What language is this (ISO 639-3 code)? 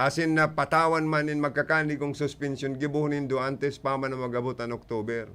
bik